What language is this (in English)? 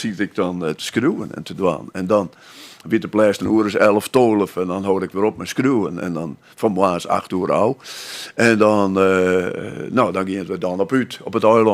Western Frisian